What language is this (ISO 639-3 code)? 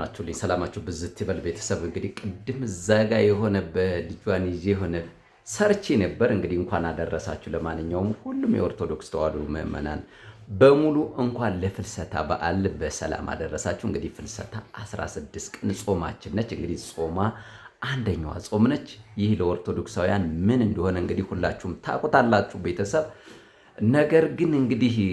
amh